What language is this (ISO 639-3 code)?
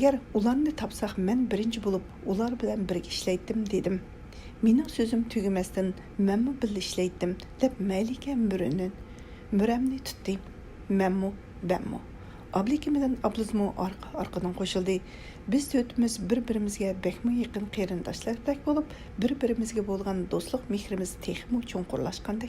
uig